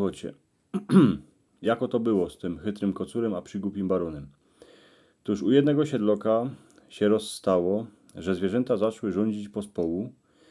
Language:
Silesian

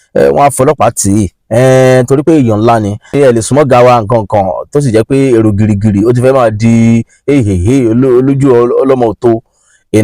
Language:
Yoruba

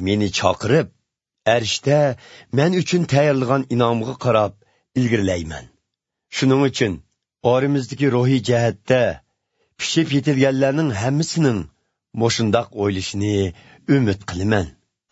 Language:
Uyghur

